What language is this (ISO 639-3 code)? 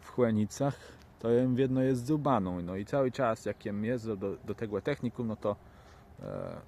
csb